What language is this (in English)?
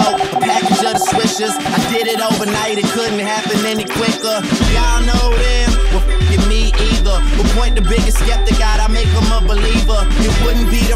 English